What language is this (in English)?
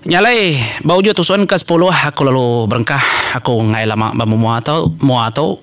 Iban